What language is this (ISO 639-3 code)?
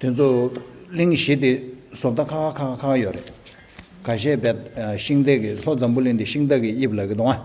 bod